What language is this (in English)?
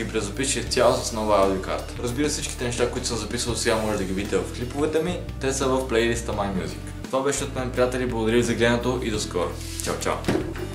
Bulgarian